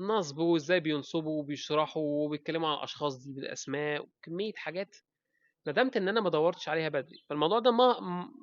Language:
Egyptian Arabic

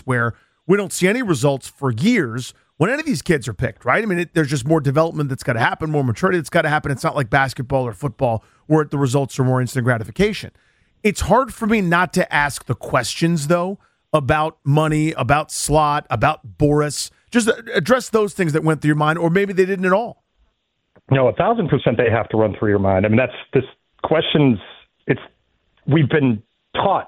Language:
English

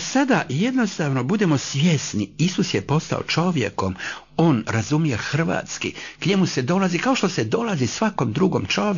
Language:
Croatian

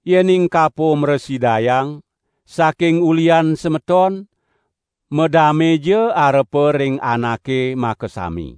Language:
Balinese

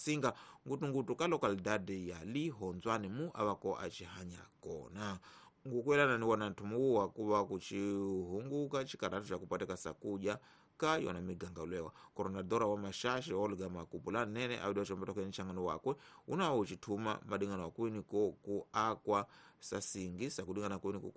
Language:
Tsonga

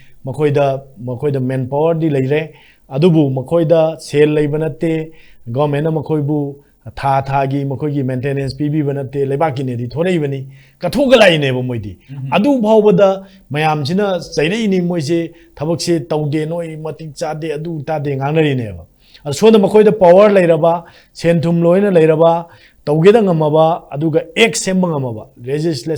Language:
Manipuri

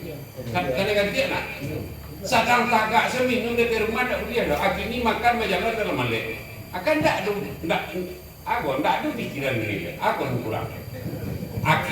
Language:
Minangkabau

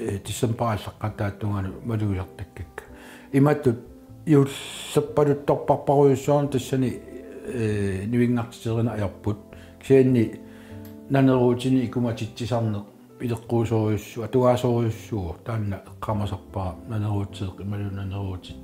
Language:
Kalaallisut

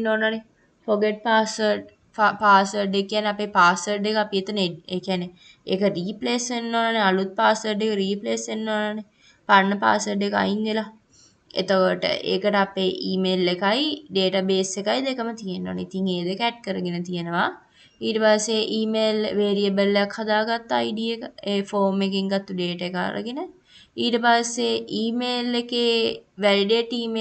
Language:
Sinhala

